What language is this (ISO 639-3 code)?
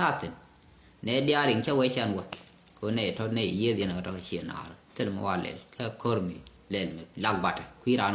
nus